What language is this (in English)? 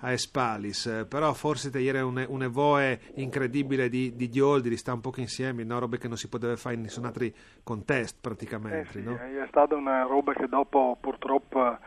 Friulian